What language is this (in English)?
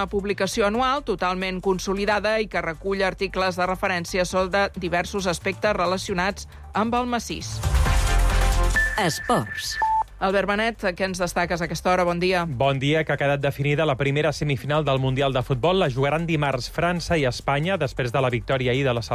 Catalan